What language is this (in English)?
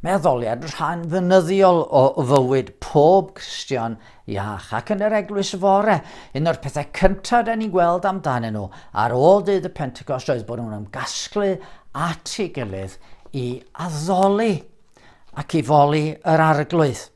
Welsh